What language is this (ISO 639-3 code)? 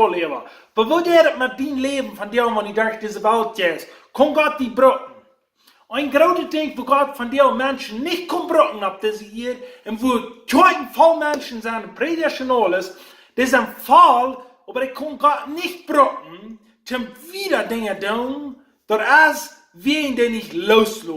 pdt